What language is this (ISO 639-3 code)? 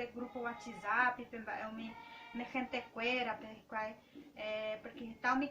grn